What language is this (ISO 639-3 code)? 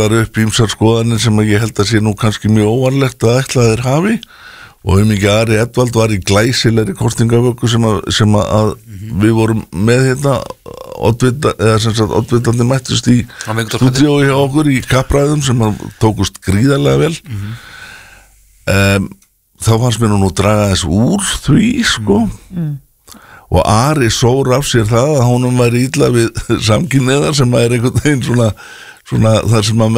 isl